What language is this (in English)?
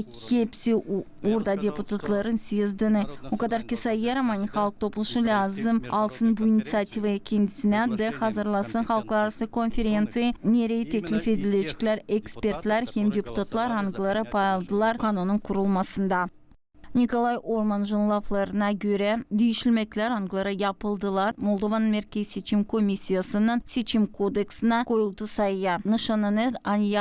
Gagauz